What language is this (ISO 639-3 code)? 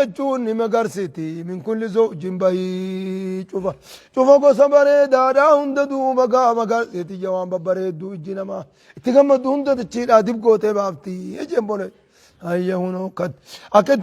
orm